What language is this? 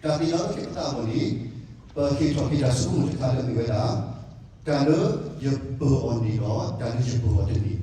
S'gaw Karen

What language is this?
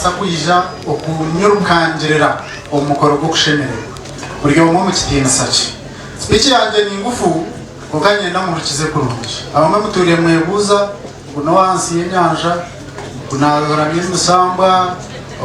Nyankole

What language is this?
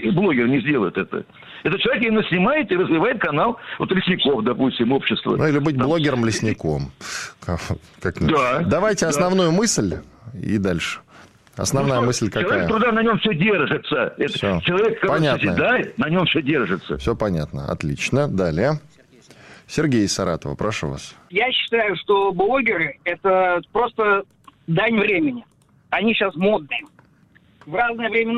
Russian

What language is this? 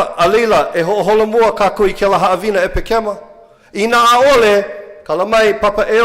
Hawaiian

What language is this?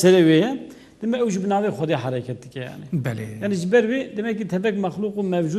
Kurdish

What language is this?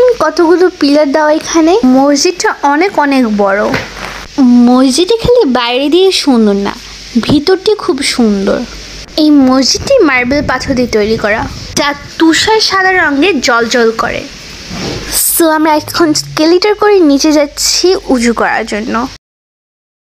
Bangla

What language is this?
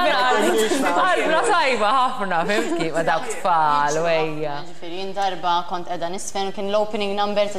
Maltese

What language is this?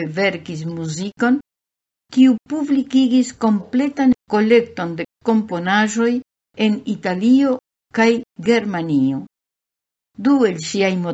Esperanto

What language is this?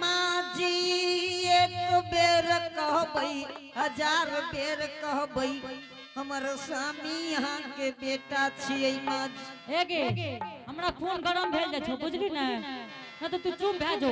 Angika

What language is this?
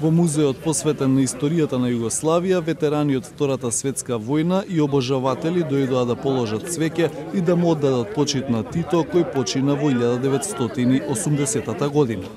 Macedonian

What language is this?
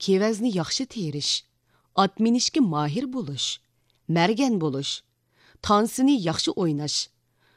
Uyghur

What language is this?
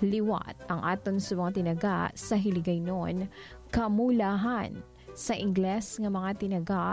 Hiligaynon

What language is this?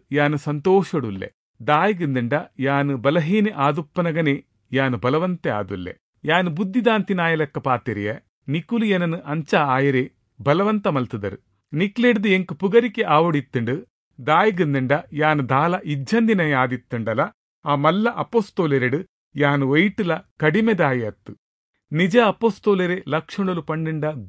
Tulu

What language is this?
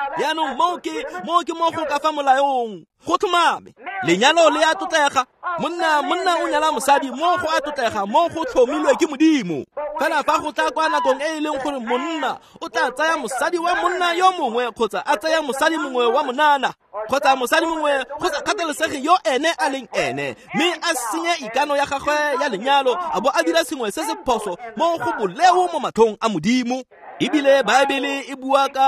Tswana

